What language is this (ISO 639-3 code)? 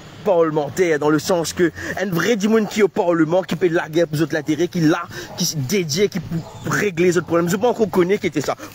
mfe